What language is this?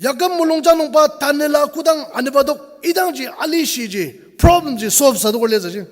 Ao Naga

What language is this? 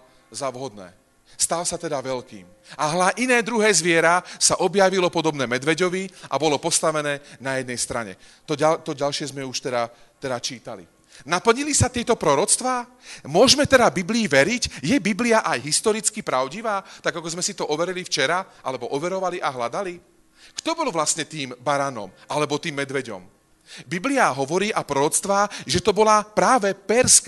Slovak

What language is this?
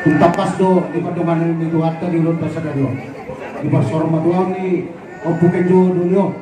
Batak Toba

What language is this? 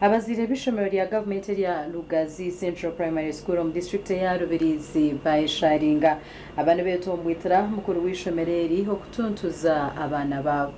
Nyankole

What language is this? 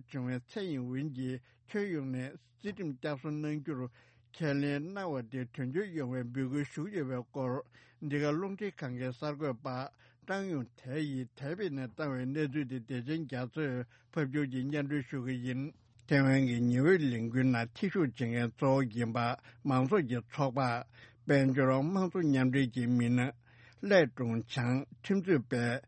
Tibetan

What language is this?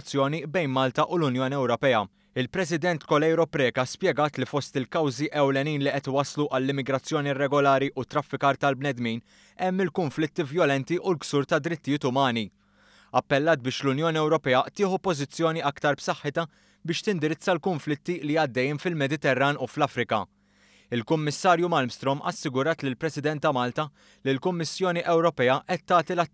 Maltese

